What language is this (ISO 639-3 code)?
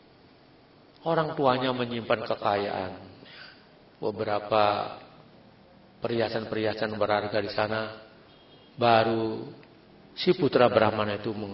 ind